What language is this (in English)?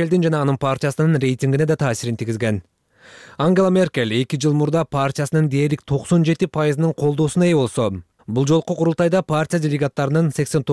Kyrgyz